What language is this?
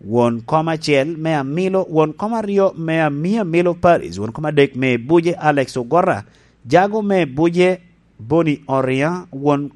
Lango (Uganda)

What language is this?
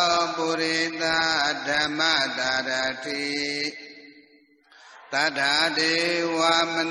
Burmese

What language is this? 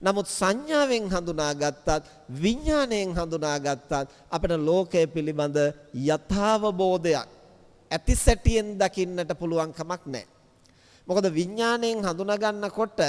Sinhala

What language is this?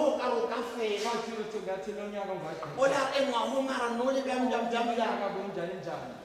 Tswana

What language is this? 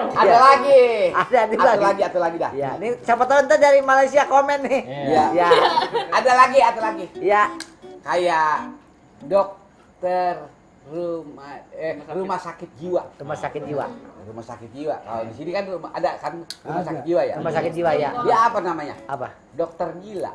Betawi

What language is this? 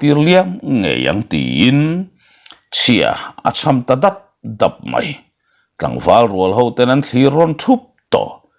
Mizo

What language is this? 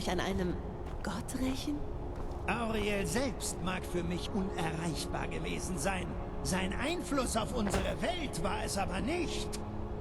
Bavarian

